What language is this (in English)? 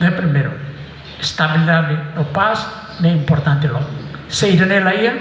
Tetum